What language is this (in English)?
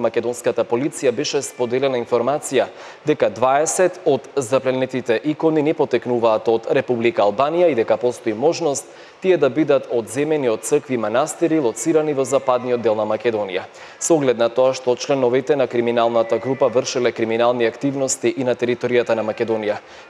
Macedonian